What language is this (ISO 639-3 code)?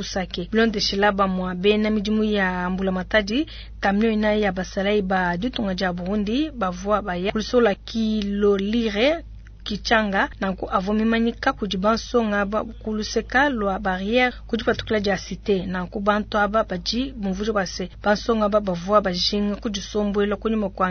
lua